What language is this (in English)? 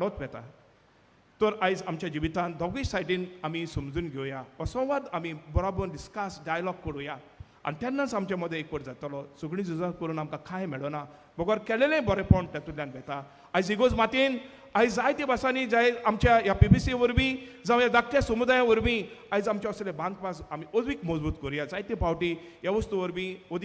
Konkani